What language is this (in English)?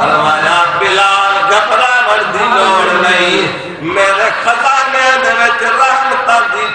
Saraiki